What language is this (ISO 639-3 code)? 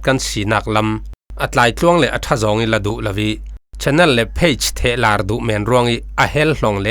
cfm